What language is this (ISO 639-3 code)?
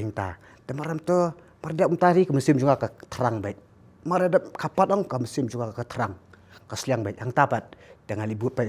kha